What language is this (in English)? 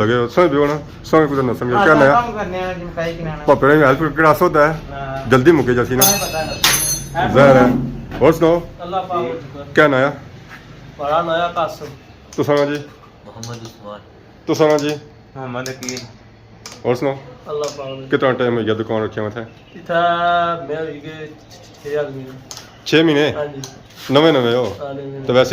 Pahari-Potwari